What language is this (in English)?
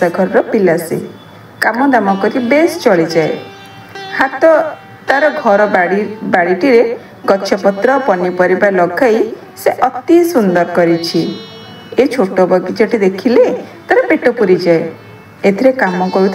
Odia